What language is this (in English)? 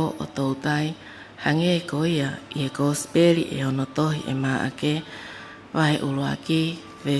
Tongan